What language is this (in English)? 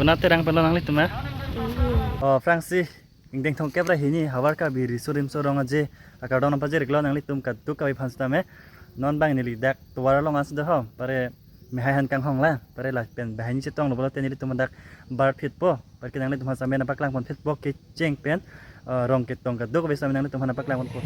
Karbi